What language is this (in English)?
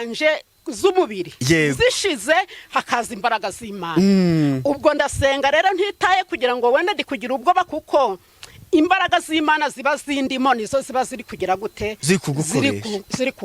Kinyarwanda